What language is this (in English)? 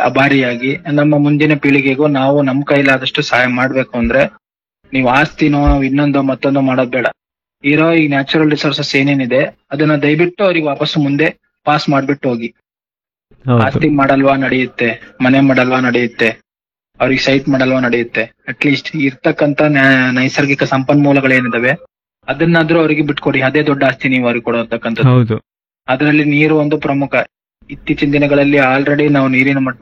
Kannada